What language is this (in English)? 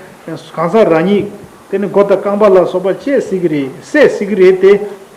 Tibetan